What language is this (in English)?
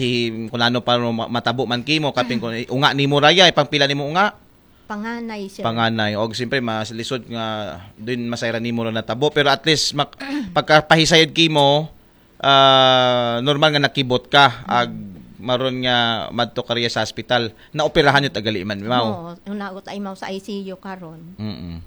Aklanon